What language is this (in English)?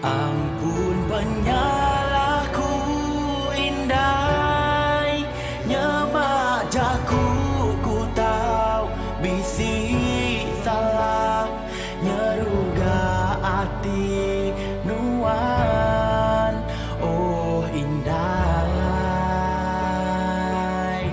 Iban